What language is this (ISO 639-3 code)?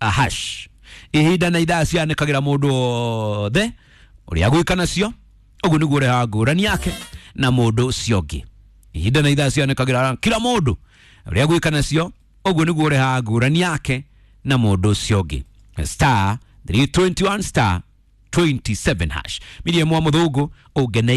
kik